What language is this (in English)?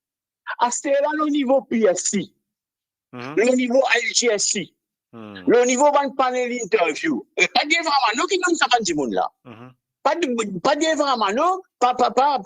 Morisyen